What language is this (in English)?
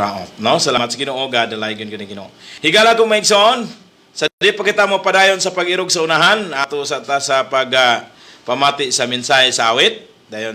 Cebuano